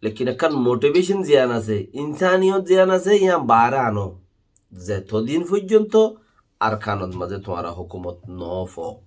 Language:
Rohingya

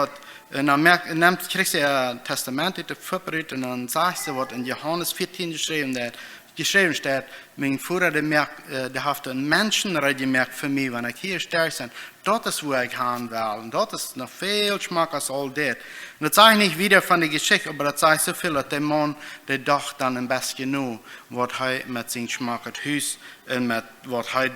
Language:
Plautdietsch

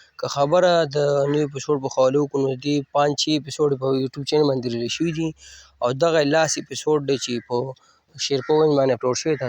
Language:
Pashto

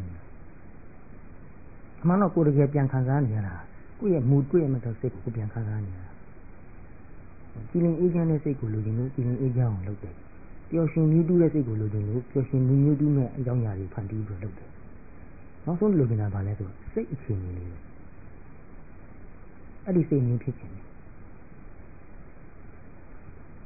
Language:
Burmese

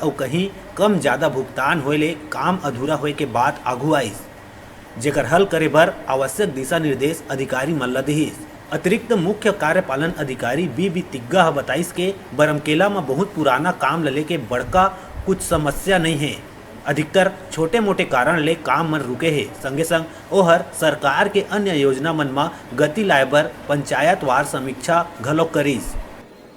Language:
Chhattisgarhi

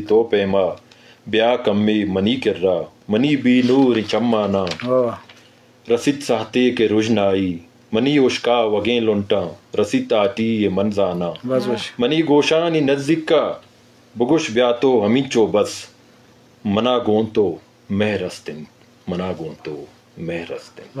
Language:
Eastern Balochi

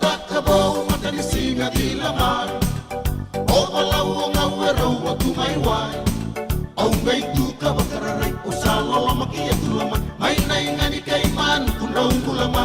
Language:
Fijian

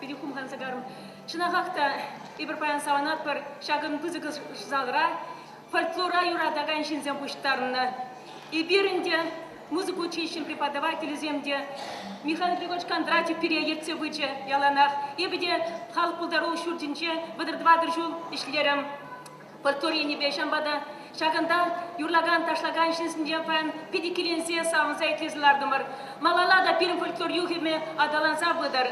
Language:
Chuvash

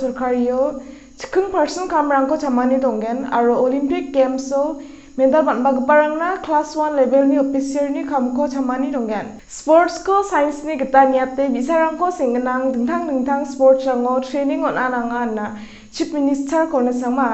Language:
Garo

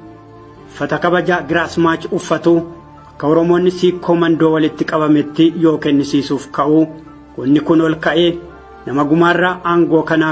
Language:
Oromo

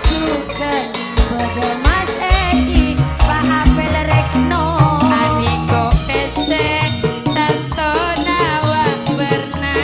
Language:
Madurese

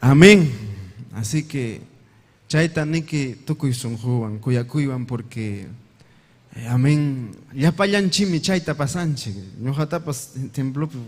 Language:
Ayacucho Quechua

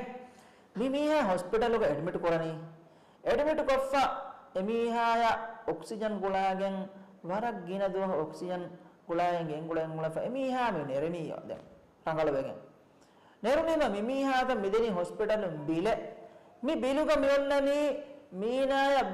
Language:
Divehi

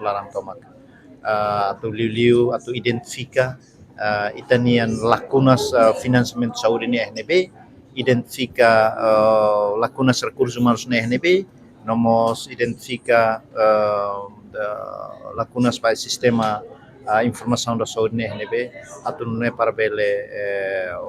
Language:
Tetum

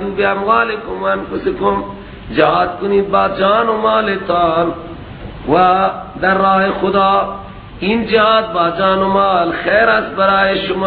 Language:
Persian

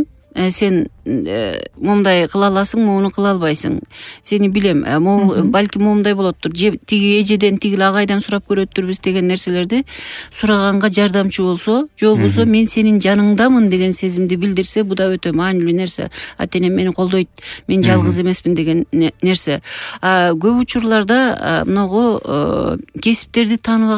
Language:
Kyrgyz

